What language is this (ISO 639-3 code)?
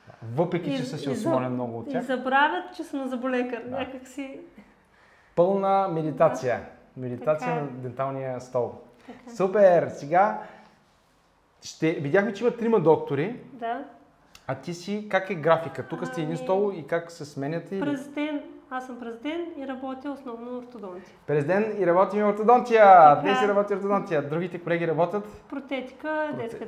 bul